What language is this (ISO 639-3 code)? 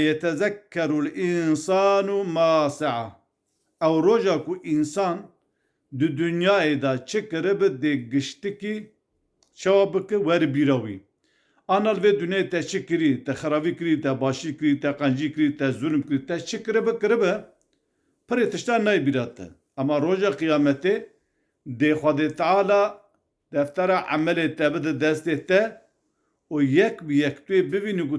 kur